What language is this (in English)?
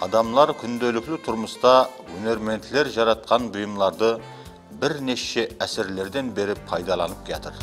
Kara-Kalpak